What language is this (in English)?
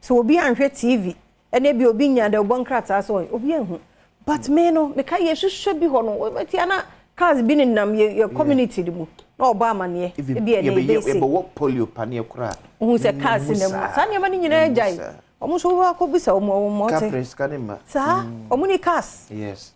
Akan